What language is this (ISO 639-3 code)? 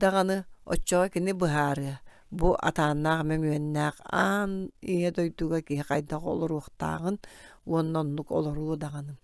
sah